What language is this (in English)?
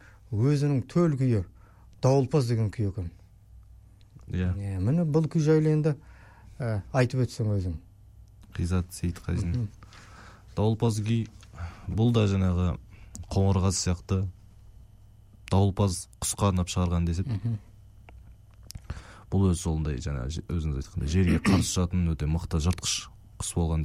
Kazakh